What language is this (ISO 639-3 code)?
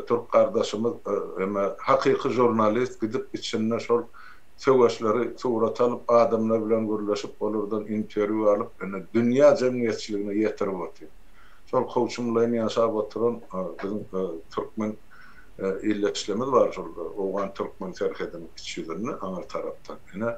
tuk